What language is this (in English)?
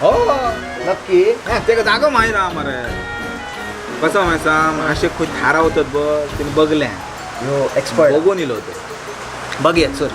Konkani